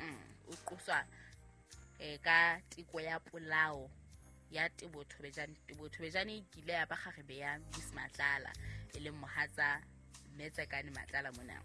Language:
Southern Sotho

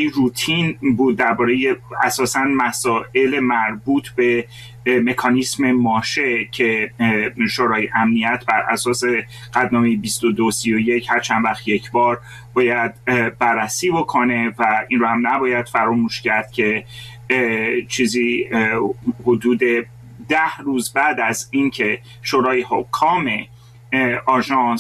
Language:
Persian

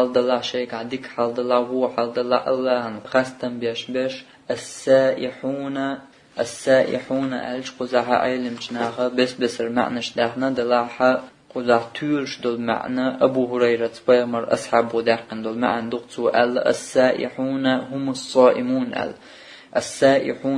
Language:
Chechen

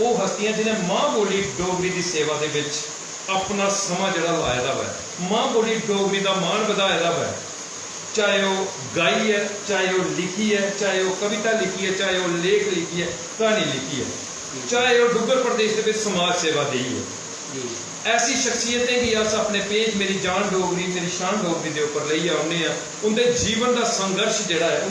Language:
Dogri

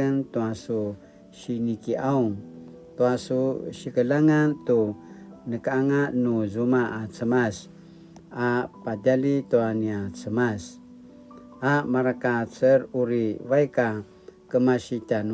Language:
Paiwan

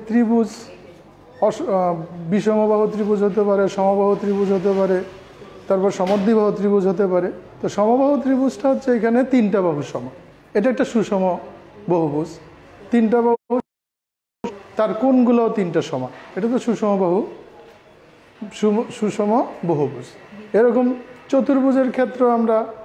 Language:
Bangla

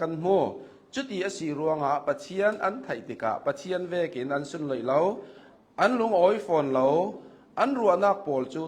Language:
Hakha Chin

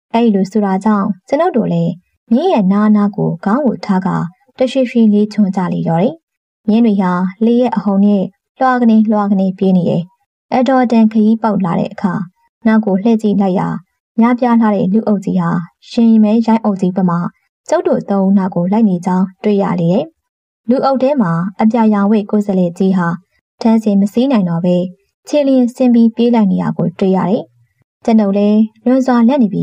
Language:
Burmese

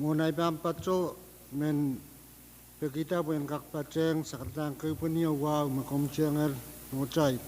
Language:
Pohnpeian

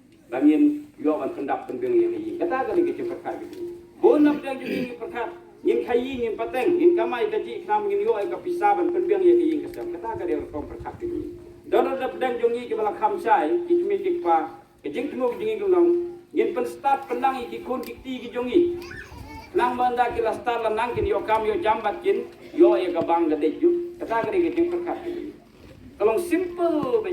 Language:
Khasi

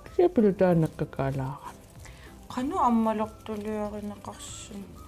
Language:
Kalaallisut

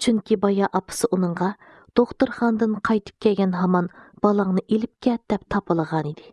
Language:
Uyghur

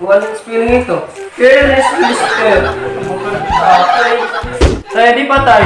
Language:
Waray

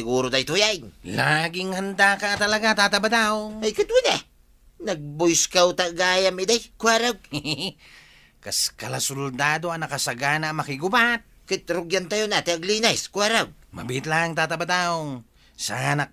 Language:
Iloko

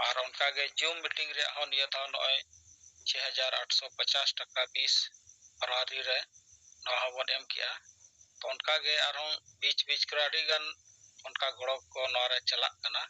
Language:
Santali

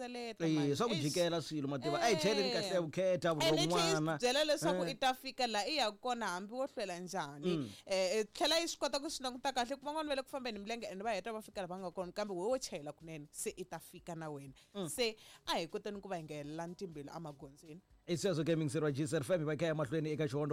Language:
Tsonga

